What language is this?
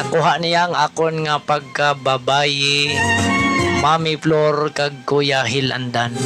Hiligaynon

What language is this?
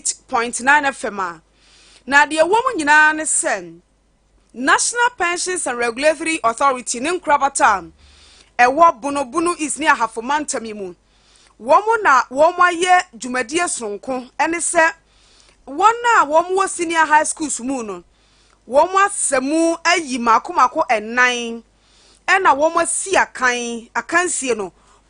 Akan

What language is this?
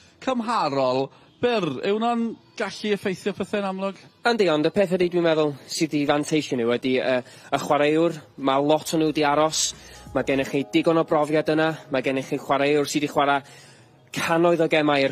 Welsh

